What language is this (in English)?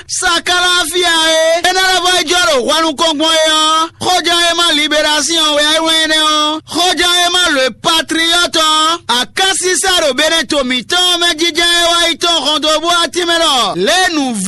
Fon